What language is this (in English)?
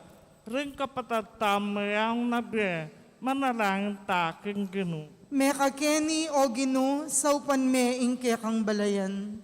Pampanga